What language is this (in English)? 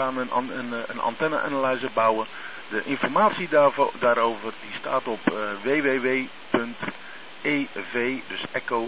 Dutch